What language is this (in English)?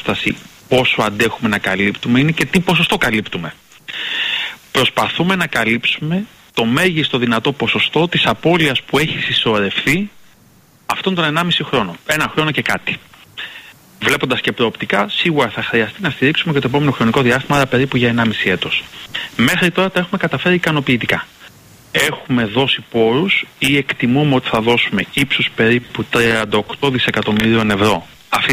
Greek